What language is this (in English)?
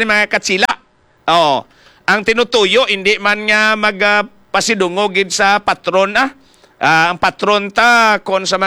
Hiligaynon